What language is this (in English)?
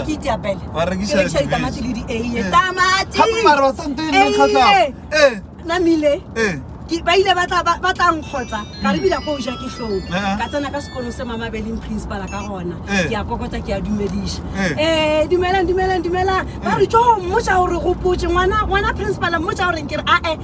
Northern Sotho